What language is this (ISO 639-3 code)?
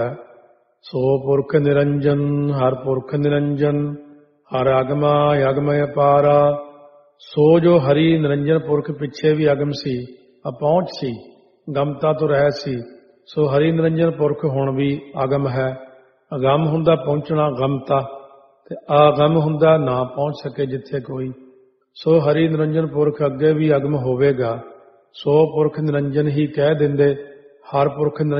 pan